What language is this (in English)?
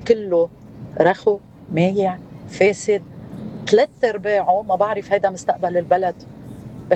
North Levantine Arabic